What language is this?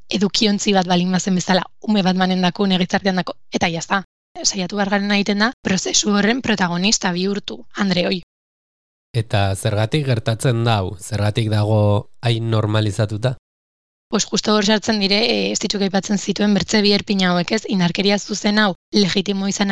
Basque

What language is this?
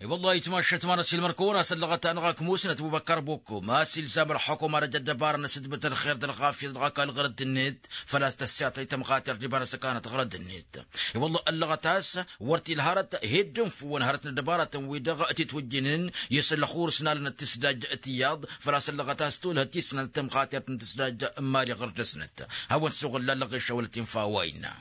Tamasheq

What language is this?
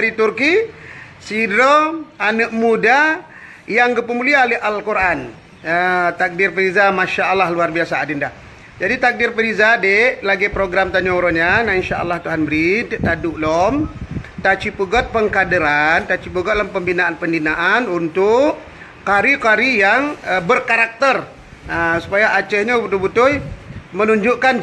Achinese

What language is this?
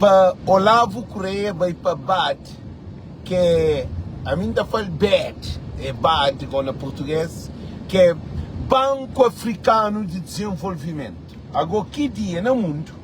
Kabuverdianu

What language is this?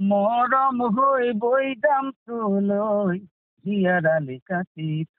Assamese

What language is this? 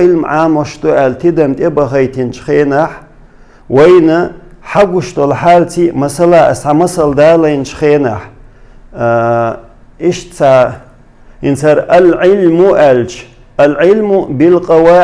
Chechen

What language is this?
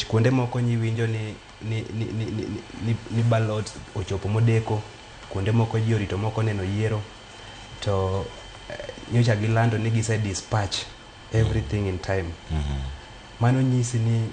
Luo (Kenya and Tanzania)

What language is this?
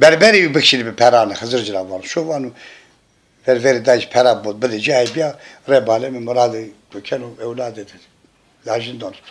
Zaza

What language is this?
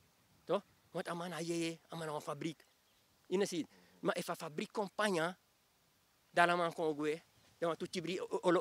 Sranan Tongo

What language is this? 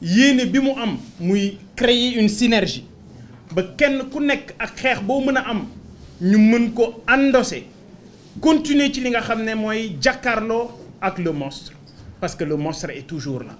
Wolof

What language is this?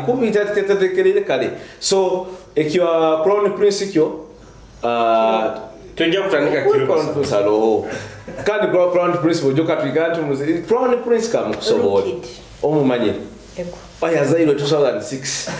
Nyoro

